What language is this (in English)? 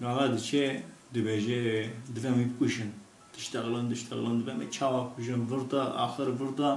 Kurdish